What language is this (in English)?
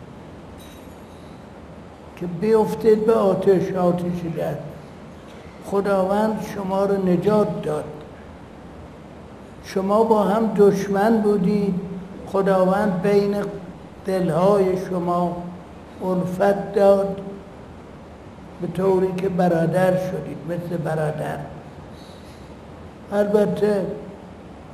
Persian